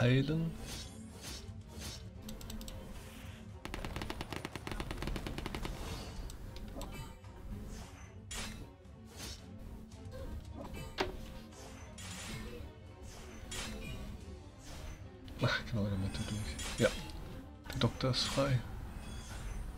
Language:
German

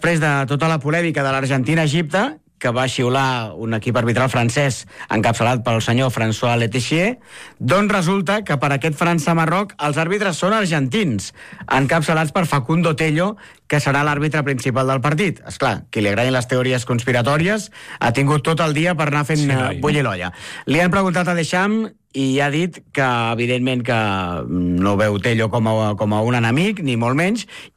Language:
Catalan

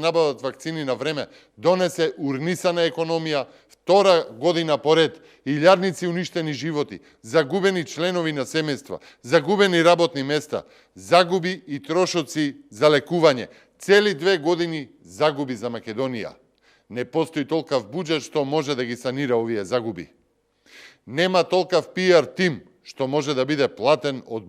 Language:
Macedonian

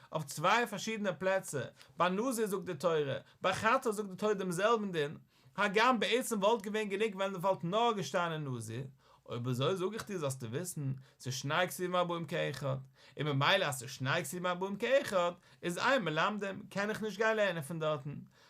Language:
Yiddish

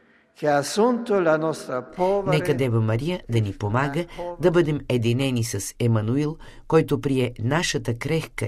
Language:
Bulgarian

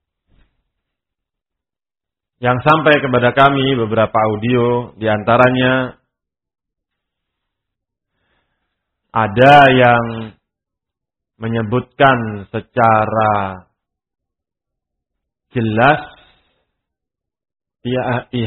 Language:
Indonesian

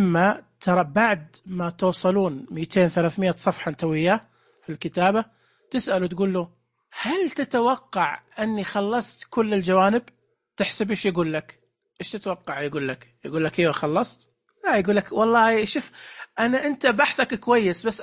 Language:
Najdi Arabic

